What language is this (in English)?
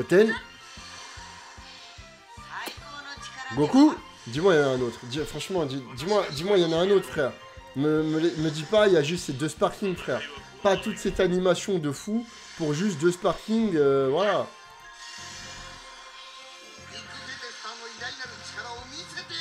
French